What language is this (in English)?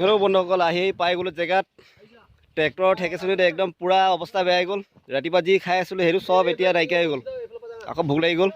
Assamese